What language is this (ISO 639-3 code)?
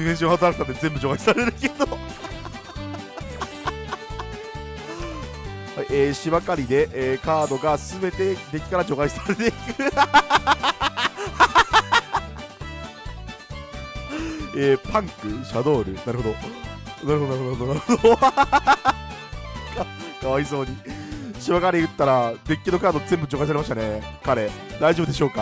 jpn